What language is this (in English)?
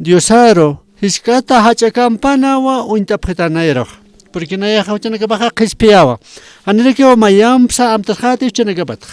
Aymara